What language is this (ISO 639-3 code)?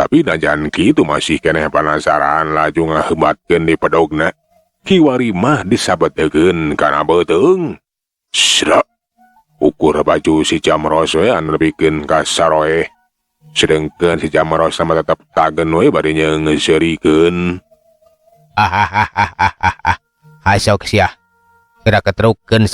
sun